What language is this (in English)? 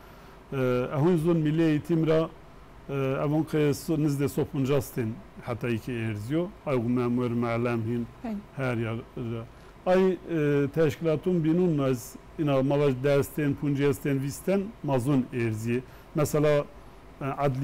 Zaza